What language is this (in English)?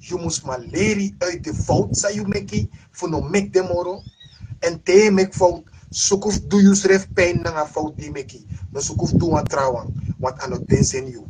Sranan Tongo